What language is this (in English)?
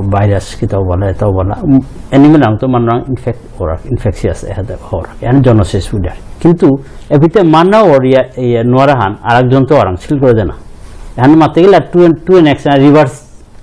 Bishnupriya